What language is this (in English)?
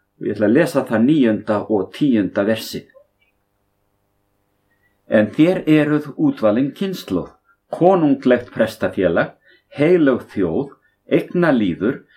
Icelandic